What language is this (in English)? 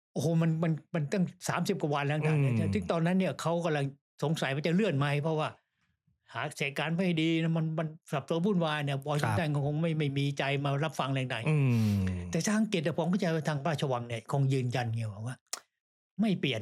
Thai